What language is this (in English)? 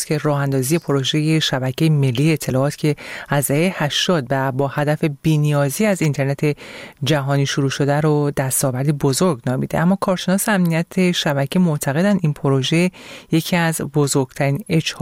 Persian